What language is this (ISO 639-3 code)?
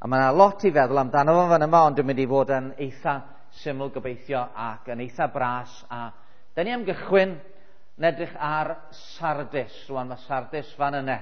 cym